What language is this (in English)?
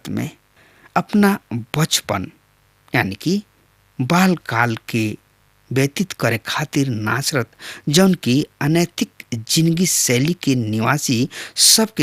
Bhojpuri